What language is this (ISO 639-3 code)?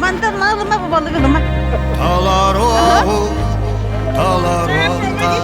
sah